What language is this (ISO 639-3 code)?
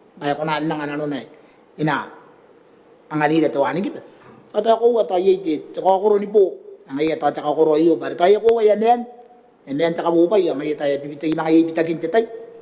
gil